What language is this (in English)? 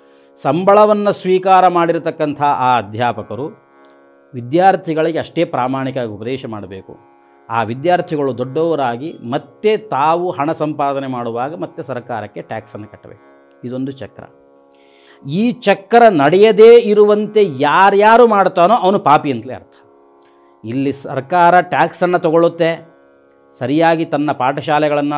Kannada